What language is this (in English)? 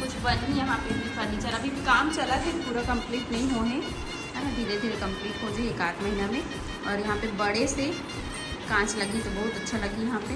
Chhattisgarhi